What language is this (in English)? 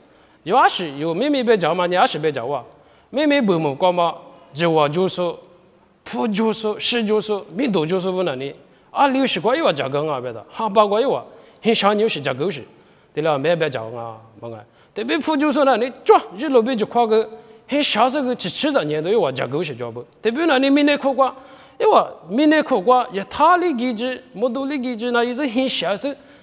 Lisu